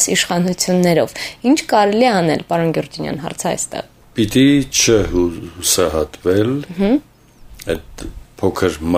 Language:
Armenian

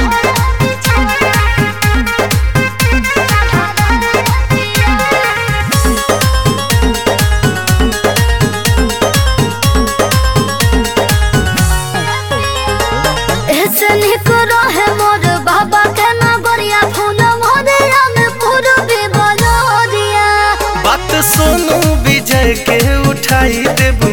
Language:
Bhojpuri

